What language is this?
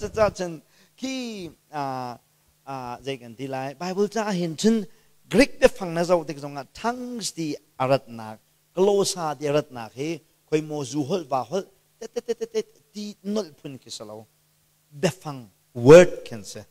Hakha Chin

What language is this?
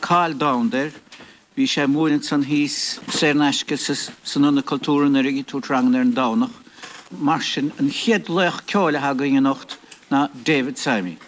Irish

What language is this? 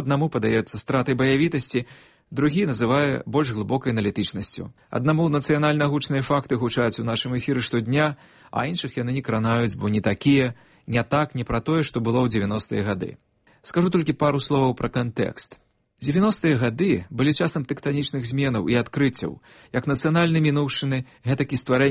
Belarusian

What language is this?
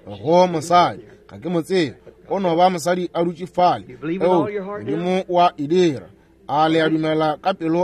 Northern Sotho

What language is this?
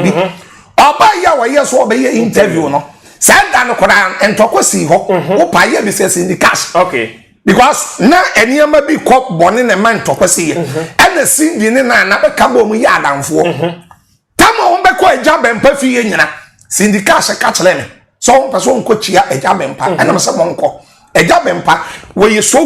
Akan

